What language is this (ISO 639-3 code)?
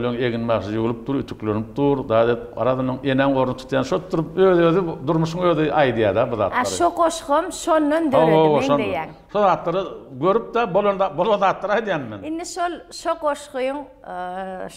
tuk